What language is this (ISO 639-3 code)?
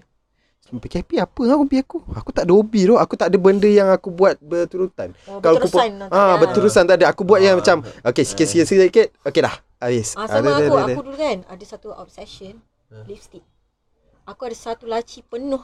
msa